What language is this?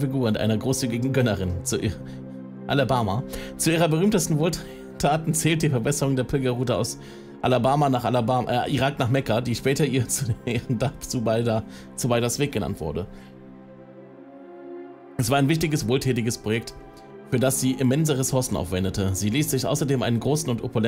German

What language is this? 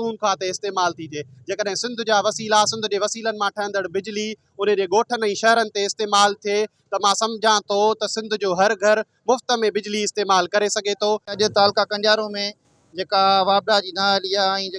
Sindhi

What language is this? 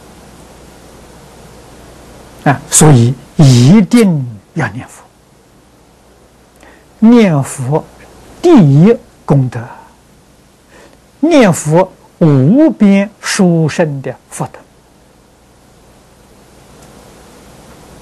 Chinese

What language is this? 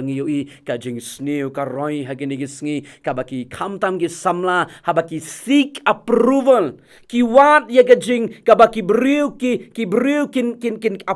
Khasi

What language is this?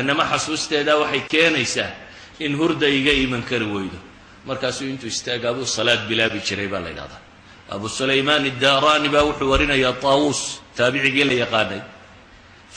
Somali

